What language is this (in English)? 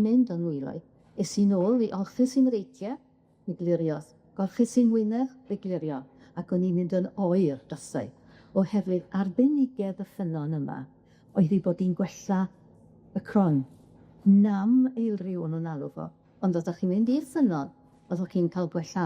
Welsh